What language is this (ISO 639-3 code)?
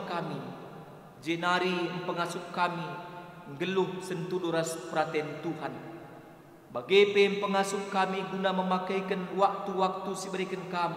btx